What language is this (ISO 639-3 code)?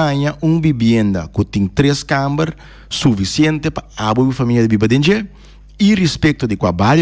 pap